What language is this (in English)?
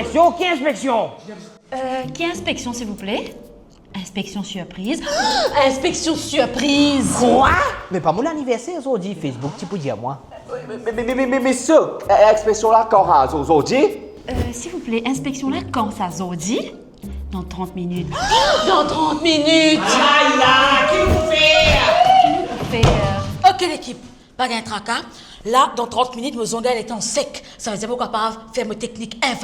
Morisyen